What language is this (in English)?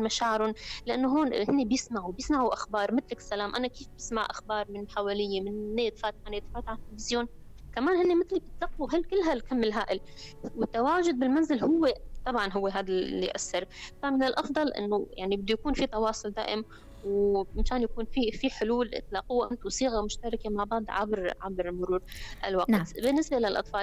North Levantine Arabic